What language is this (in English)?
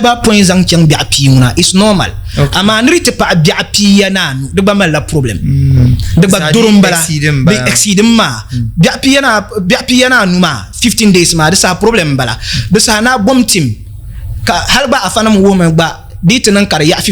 Dagbani